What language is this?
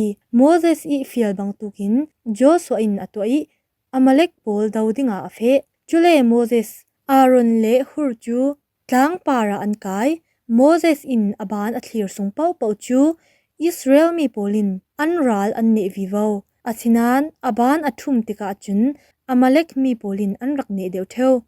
Falam Chin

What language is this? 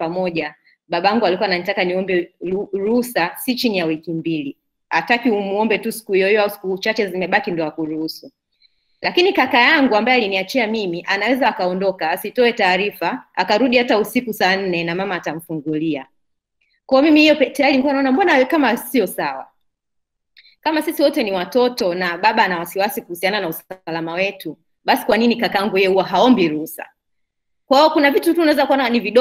Swahili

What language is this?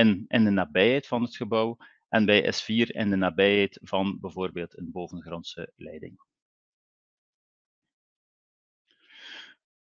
Dutch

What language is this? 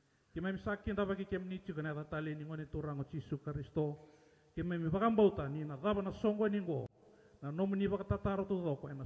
Fijian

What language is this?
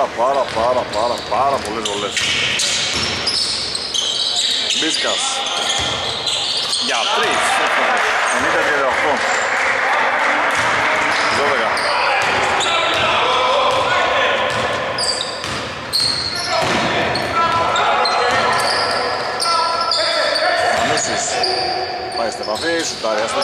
Greek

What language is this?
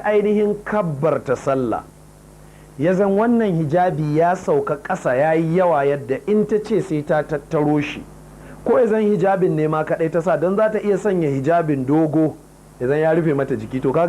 Hausa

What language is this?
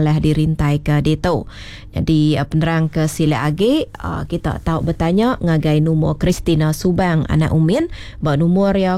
Iban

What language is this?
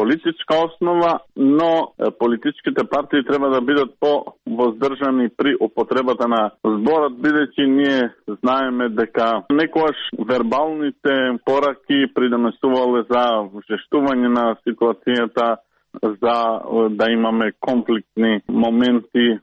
Macedonian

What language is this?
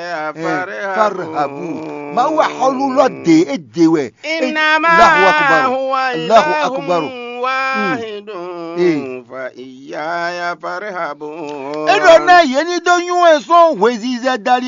Fon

